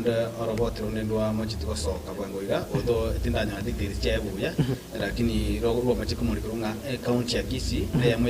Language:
Gusii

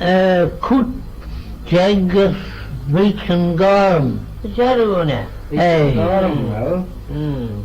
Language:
Manx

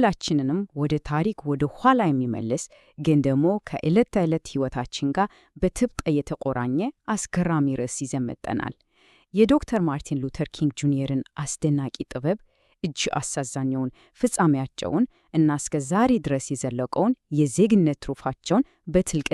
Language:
Amharic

